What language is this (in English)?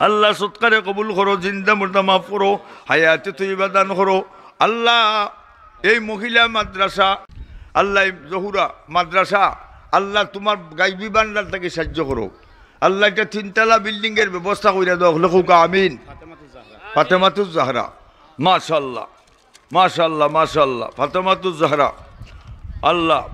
Sylheti